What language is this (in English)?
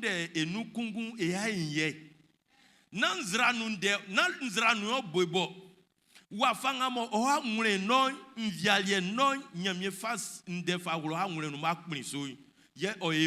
Baoulé